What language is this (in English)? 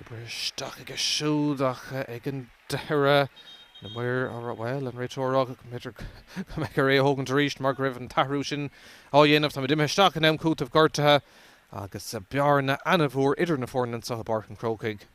Irish